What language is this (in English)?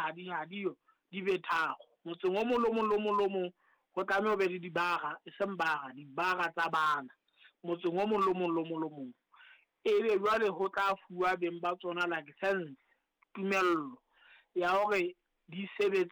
Southern Sotho